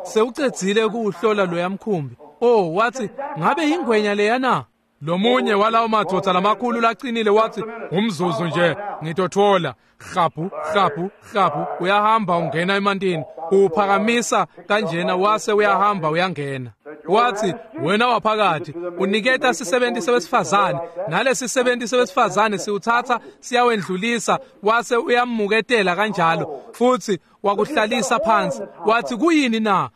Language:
Swati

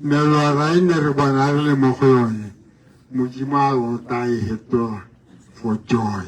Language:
Tswana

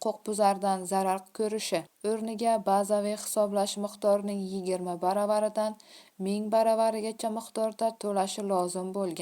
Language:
Uzbek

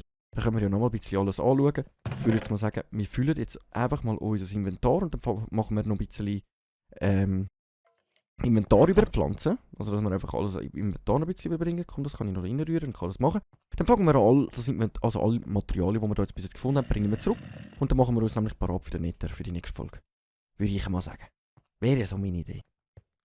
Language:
Swiss German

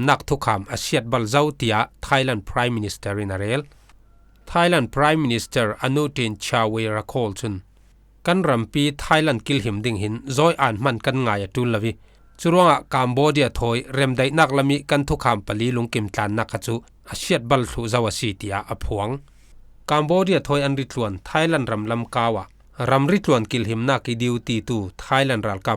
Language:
Falam Chin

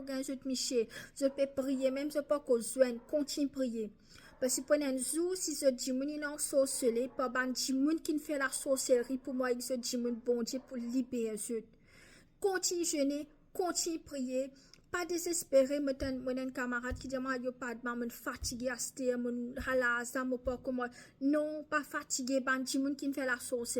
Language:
Morisyen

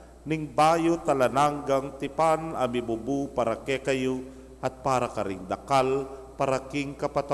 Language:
Pampanga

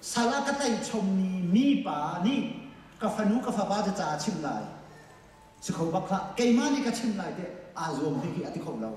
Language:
Hakha Chin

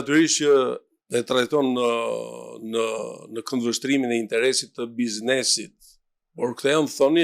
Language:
Albanian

